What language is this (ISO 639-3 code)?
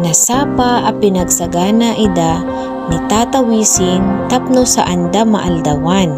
ilo